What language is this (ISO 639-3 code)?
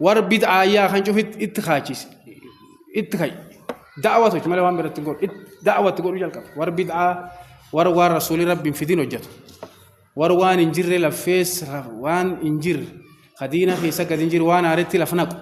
orm